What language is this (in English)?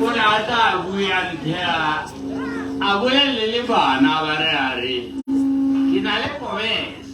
Tswana